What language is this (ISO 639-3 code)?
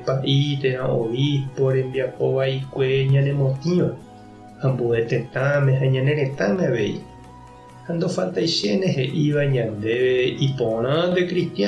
grn